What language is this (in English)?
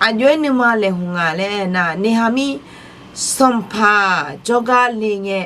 Akha